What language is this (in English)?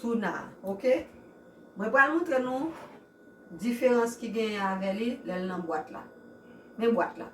Haitian Creole